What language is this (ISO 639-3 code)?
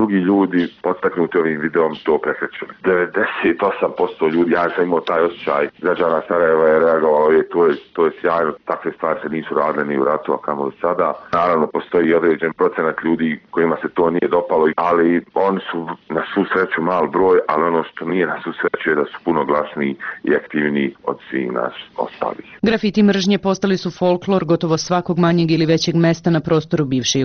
bos